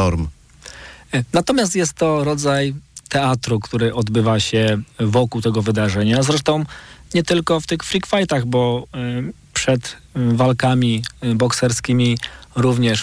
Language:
Polish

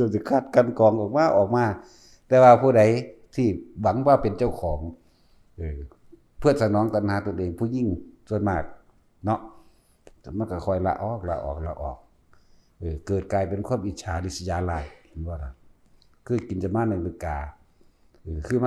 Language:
Lao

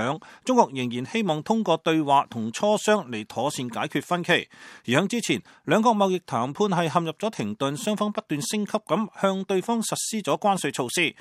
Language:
Cantonese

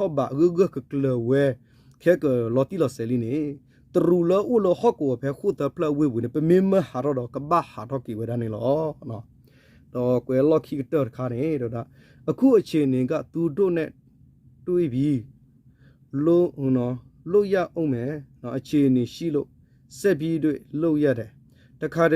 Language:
S'gaw Karen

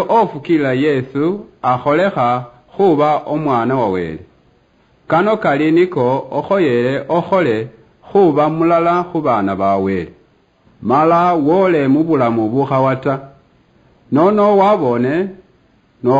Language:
Luyia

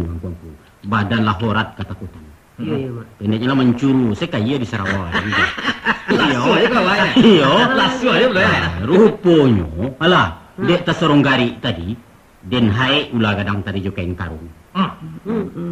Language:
Minangkabau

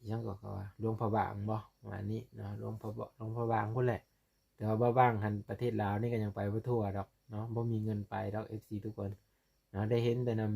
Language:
Lao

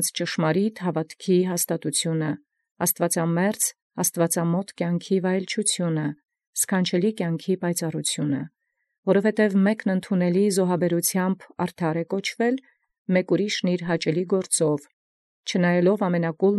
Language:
Armenian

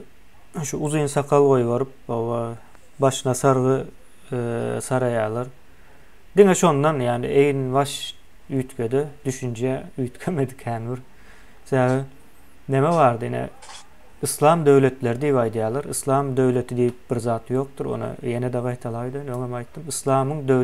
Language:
Turkmen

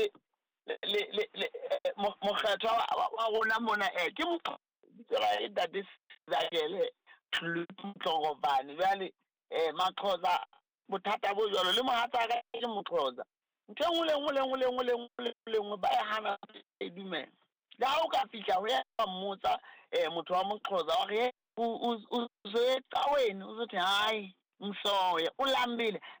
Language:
Southern Sotho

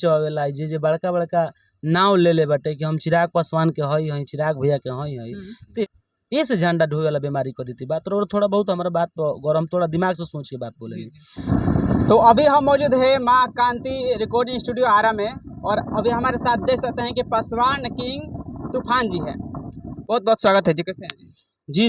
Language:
Bhojpuri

